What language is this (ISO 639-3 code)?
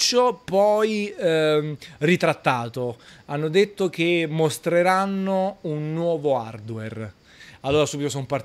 ita